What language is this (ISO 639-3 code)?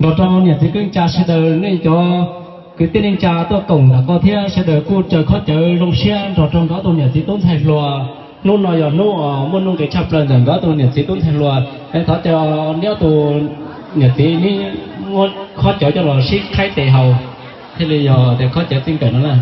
hmn